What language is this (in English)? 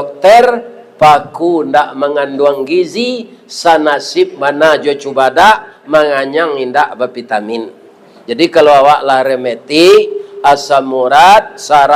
Minangkabau